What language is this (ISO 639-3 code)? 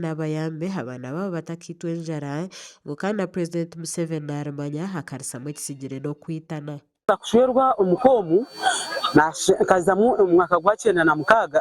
nyn